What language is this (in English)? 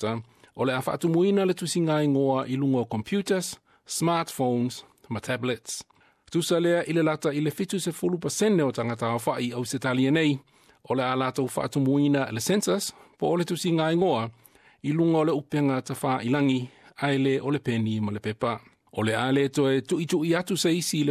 Samoan